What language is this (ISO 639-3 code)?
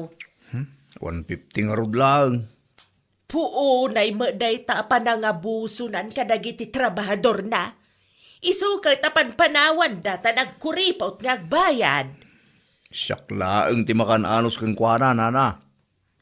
ilo